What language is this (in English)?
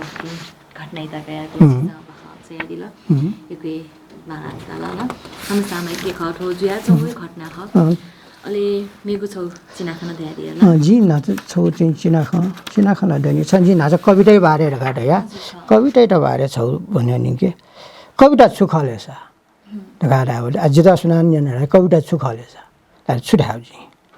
Newari